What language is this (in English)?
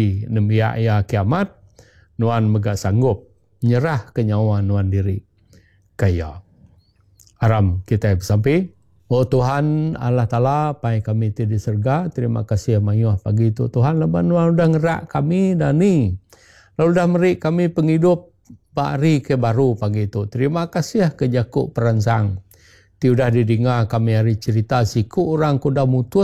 Iban